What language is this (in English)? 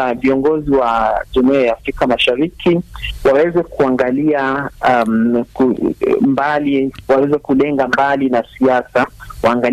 Swahili